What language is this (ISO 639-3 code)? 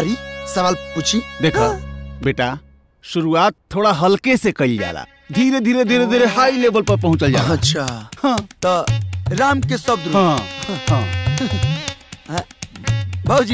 bho